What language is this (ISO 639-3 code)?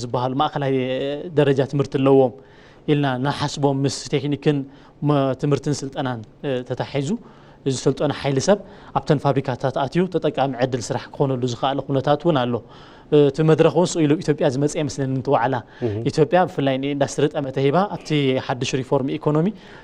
tir